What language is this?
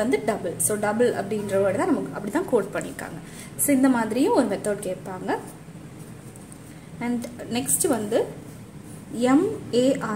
Tamil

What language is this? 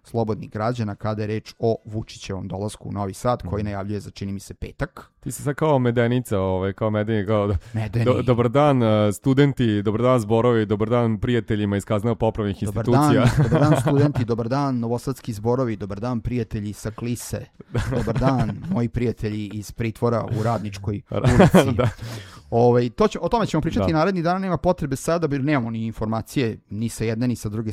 Serbian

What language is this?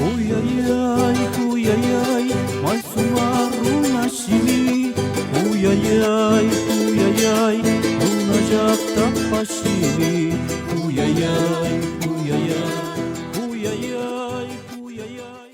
Imbabura Highland Quichua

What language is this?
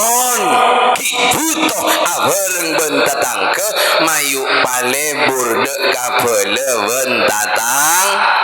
Madurese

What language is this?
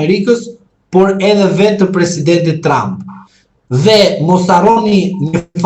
Albanian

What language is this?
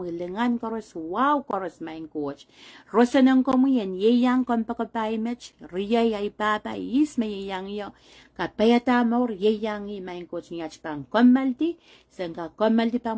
Pohnpeian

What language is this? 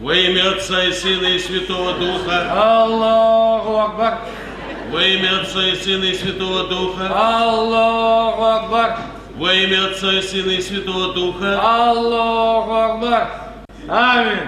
Adyghe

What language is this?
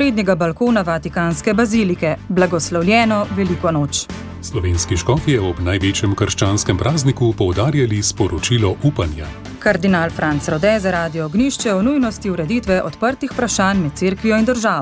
Slovenian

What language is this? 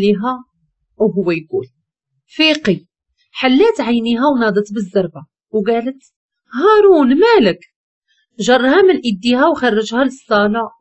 Moroccan Arabic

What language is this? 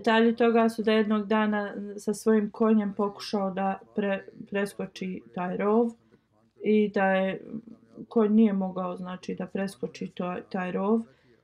Bosnian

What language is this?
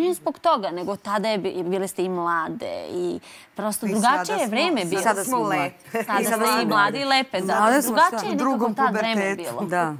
Serbian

